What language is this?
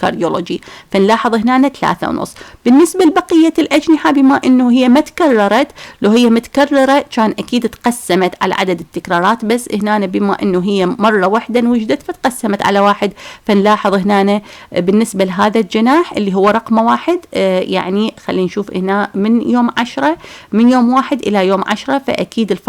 Mesopotamian Arabic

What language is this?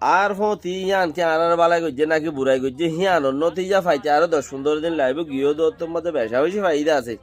Rohingya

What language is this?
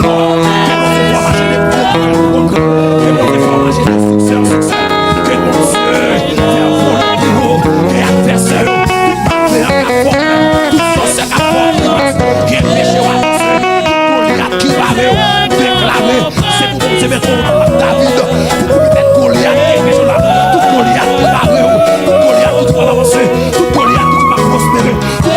Haitian Creole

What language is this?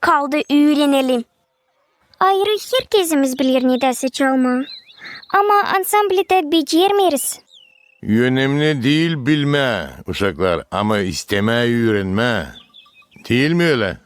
Gagauz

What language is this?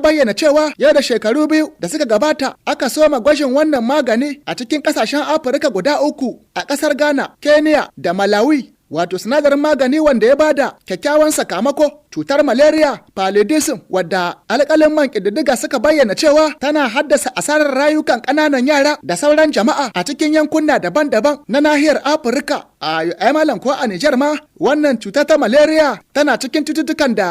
Hausa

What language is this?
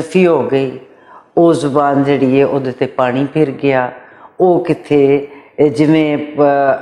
Western Panjabi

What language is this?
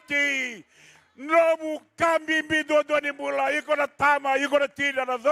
Fijian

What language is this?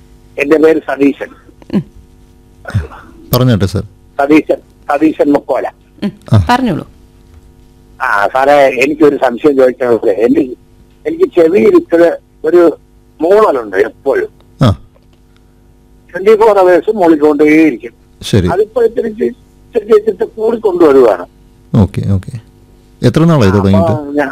Malayalam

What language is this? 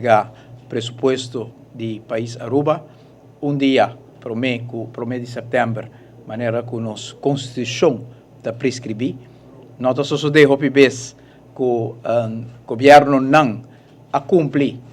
Papiamento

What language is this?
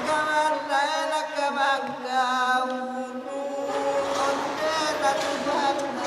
Minangkabau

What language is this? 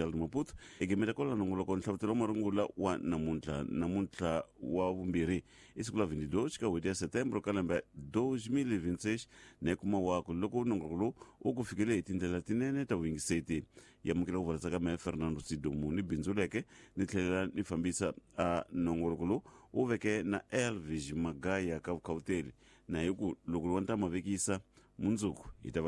Tsonga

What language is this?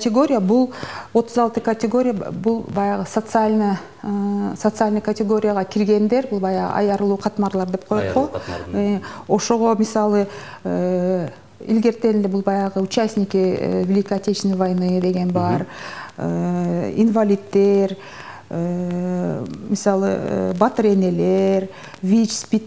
Kyrgyz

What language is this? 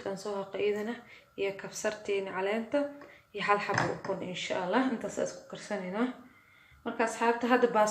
Somali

